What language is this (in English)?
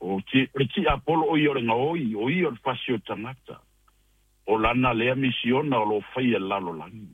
Samoan